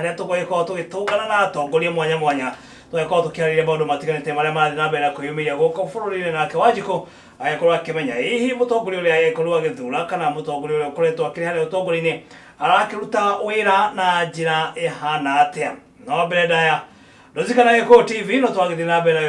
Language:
Kikuyu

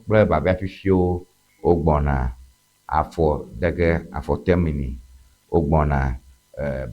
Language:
Ewe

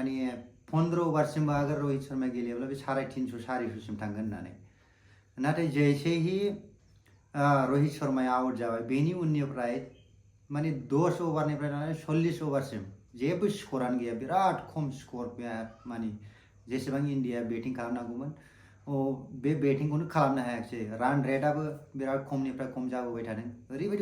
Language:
Bodo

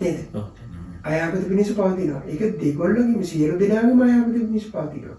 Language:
Sinhala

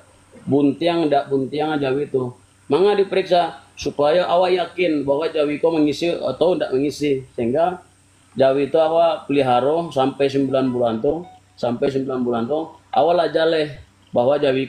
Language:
Minangkabau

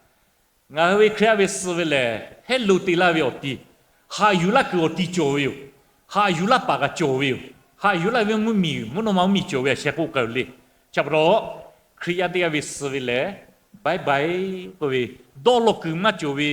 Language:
Lahu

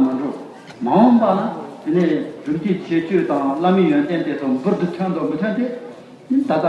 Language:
Tibetan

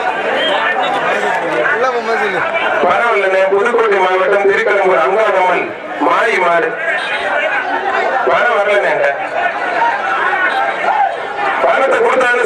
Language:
Tamil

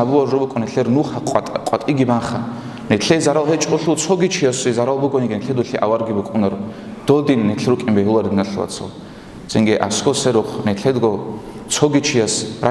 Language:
Avaric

